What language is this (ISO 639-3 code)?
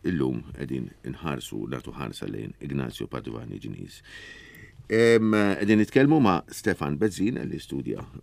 mlt